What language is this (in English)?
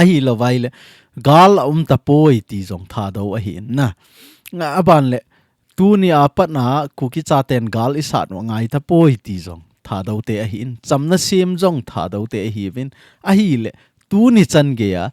Thado Chin